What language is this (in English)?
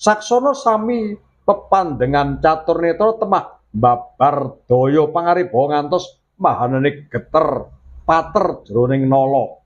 Javanese